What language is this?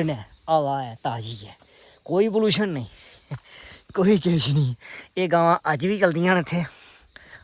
Dogri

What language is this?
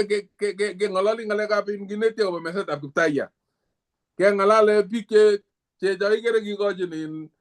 Kalenjin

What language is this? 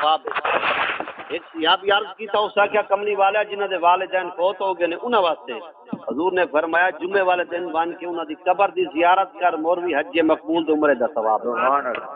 Saraiki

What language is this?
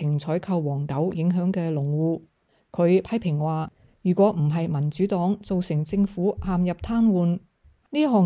Cantonese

